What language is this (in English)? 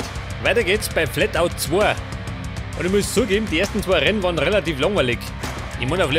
Bavarian